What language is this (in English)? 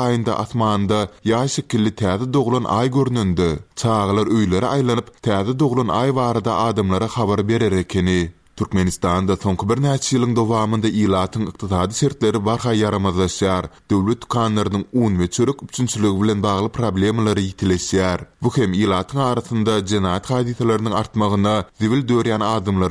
Turkmen